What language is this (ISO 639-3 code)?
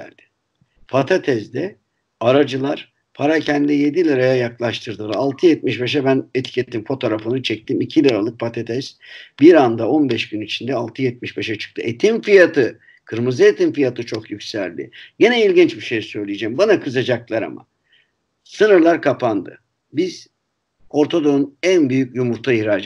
tur